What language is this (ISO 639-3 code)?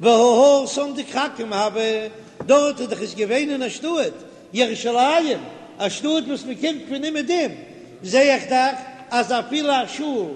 yid